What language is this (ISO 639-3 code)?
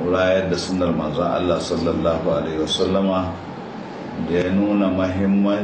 hau